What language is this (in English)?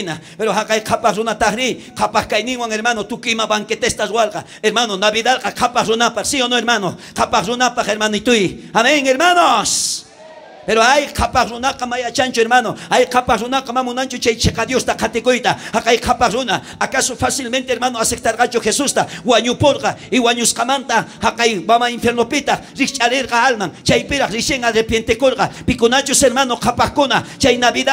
South Bolivian Quechua